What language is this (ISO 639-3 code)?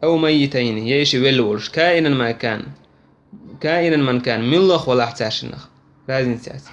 che